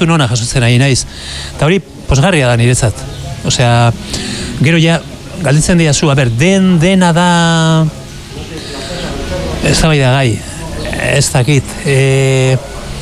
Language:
Basque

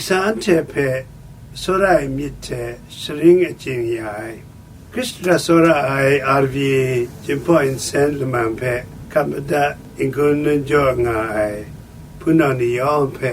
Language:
Kachin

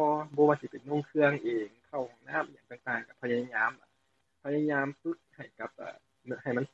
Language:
Lao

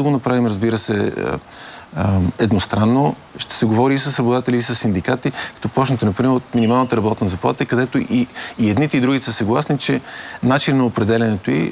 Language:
Bulgarian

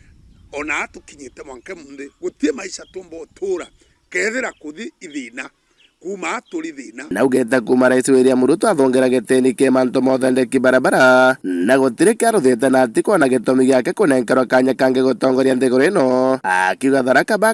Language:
Meru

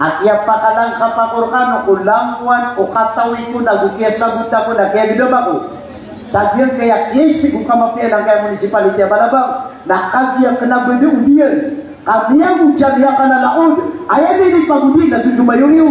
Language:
Maranao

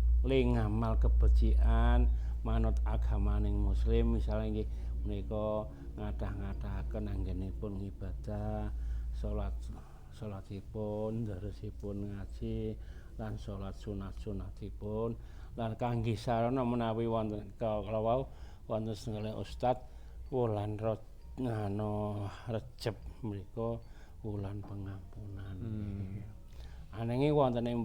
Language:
Javanese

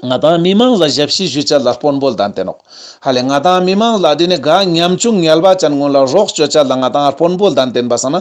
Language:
Ladakhi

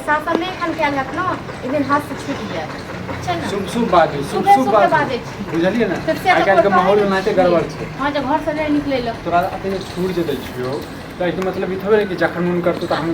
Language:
Maithili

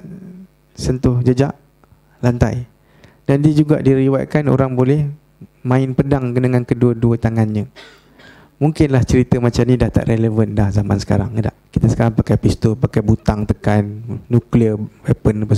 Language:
Malay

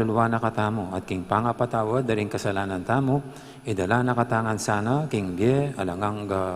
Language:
Pampanga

